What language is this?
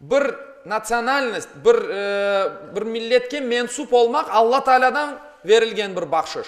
Crimean Tatar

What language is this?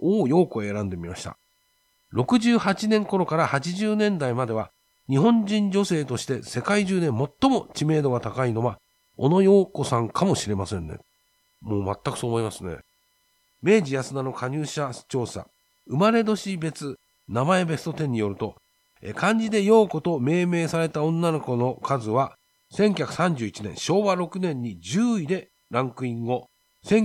Japanese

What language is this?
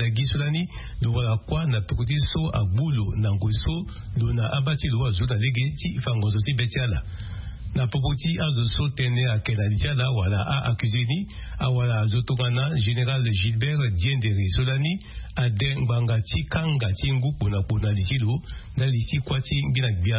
Sango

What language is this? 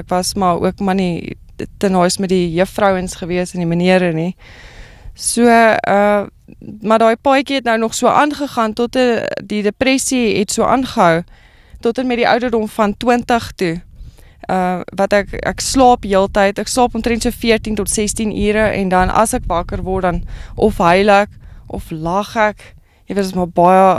Afrikaans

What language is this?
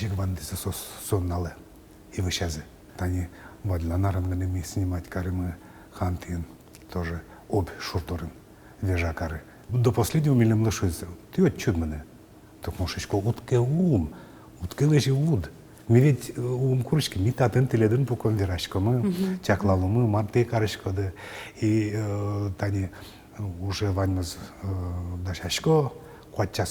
Udmurt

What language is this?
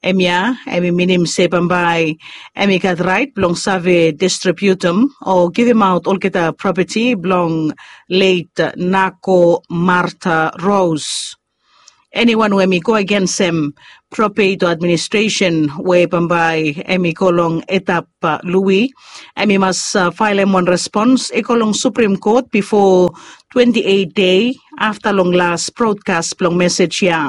Bislama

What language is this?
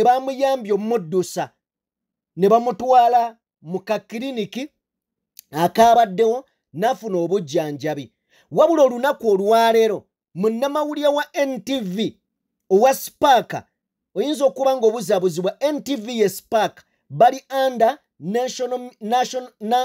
Ganda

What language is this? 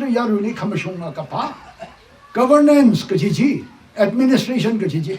Tangkhul Naga (India)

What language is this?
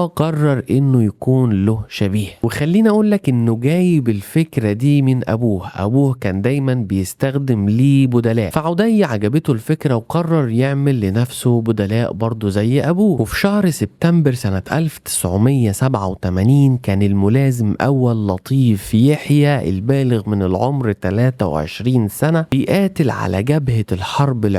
Egyptian Arabic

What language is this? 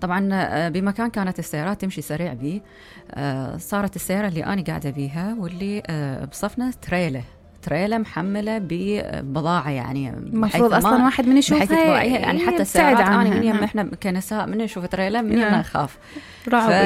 Mesopotamian Arabic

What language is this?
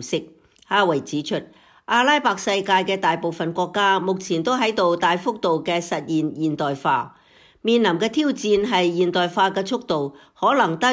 Cantonese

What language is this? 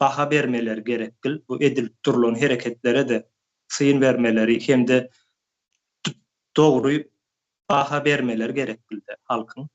Turkmen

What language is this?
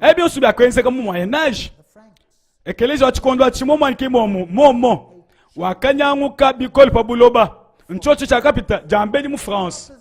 Luba-Lulua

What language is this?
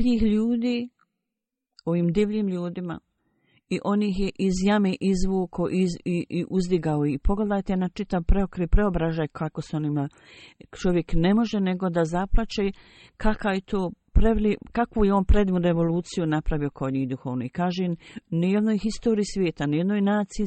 Bosnian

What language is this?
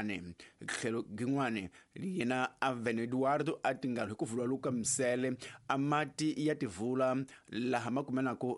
Tsonga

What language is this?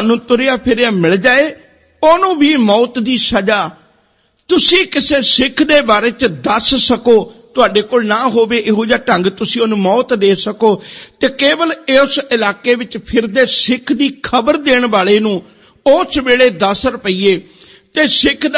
Punjabi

